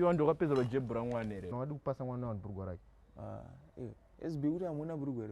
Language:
Shona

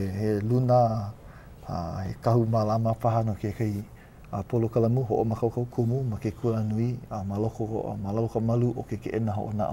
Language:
Hawaiian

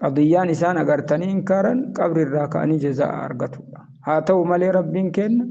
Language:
Oromo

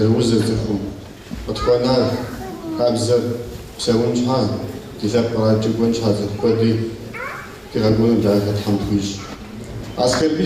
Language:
Kabardian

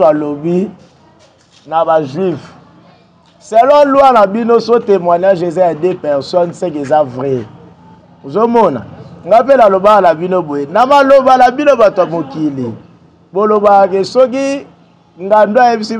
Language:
Lingala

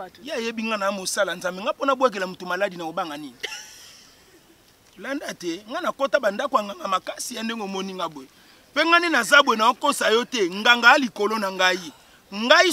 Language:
Lingala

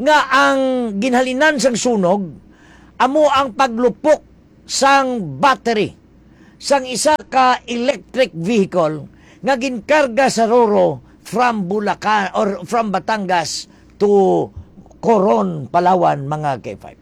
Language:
Hiligaynon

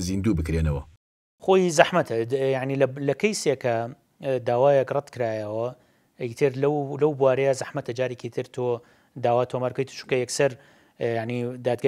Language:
Central Kurdish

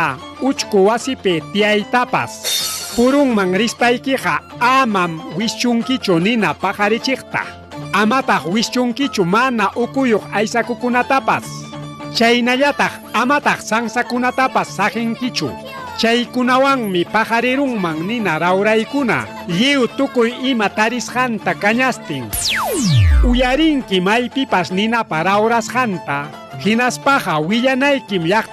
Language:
Ayacucho Quechua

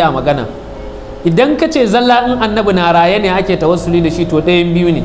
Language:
Hausa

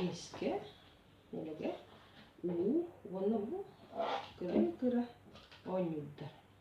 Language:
Yakut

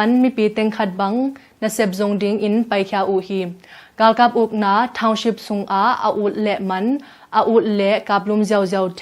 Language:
Tedim Chin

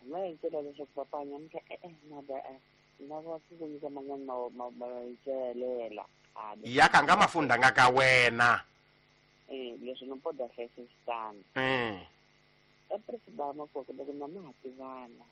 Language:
Tsonga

